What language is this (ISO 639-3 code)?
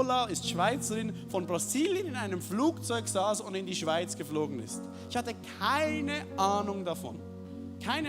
gsw